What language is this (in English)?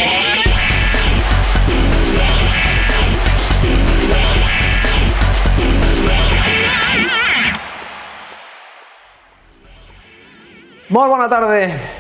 Catalan